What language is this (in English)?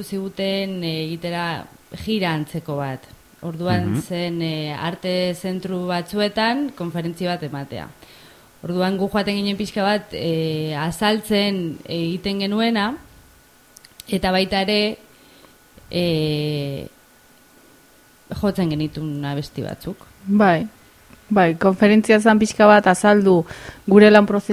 Basque